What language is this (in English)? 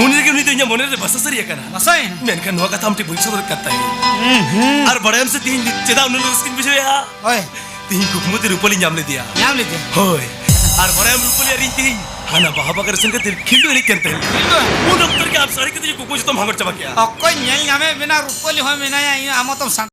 Santali